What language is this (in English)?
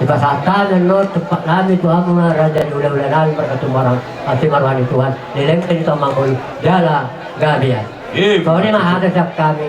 Batak Toba